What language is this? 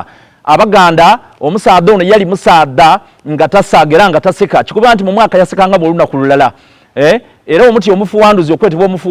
Soga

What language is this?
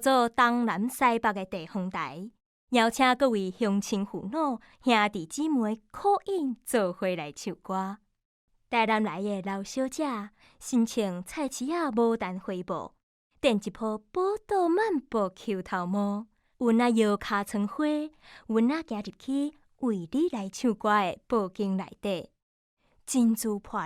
Min Nan Chinese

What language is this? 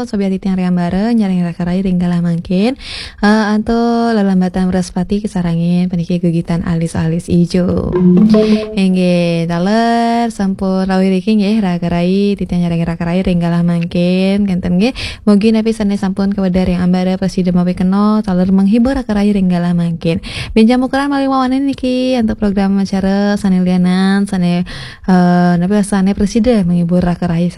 Balinese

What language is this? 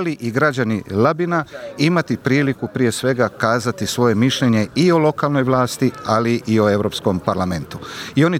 Croatian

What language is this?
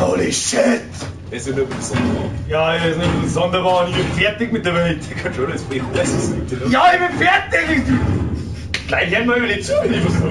Bavarian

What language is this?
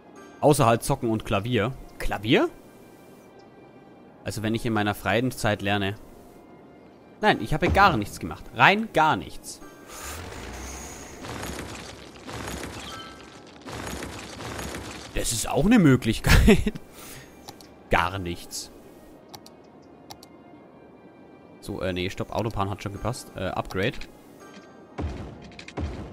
German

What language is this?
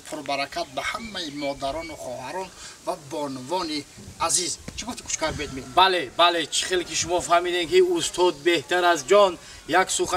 Tajik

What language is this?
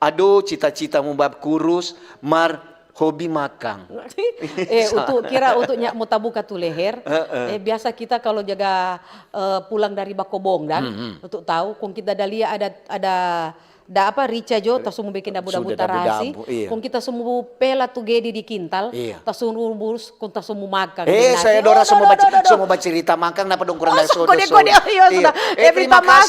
Manado Malay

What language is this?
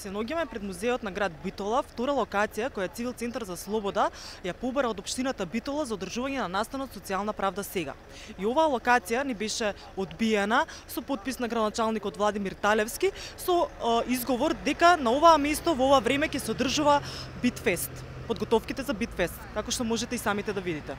Macedonian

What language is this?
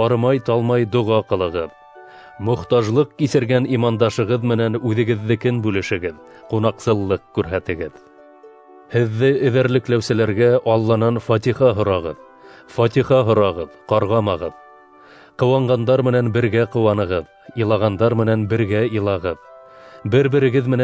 Bashkir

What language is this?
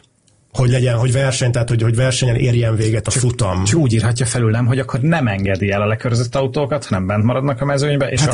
Hungarian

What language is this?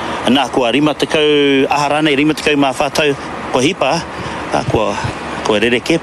Māori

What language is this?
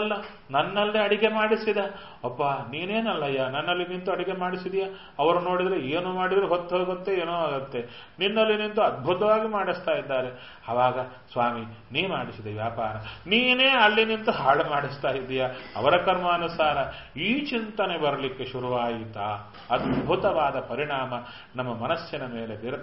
Kannada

